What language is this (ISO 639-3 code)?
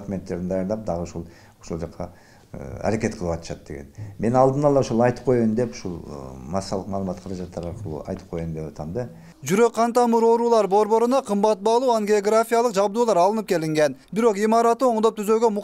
kir